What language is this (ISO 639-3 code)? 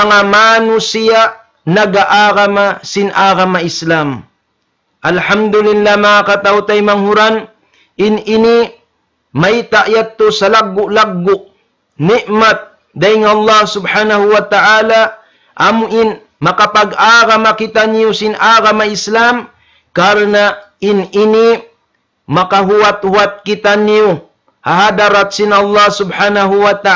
tsg